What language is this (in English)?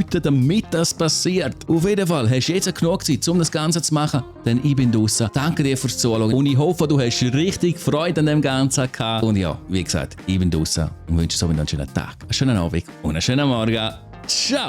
Swiss German